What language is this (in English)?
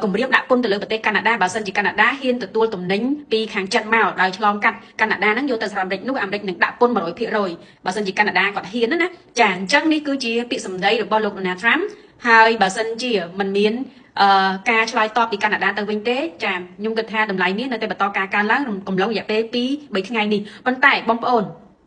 Khmer